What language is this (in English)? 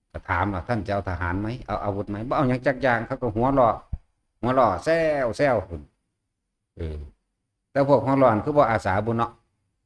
Northeastern Thai